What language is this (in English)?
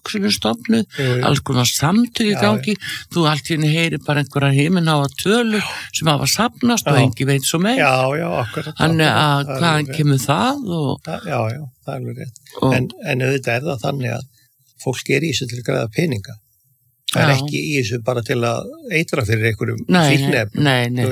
Icelandic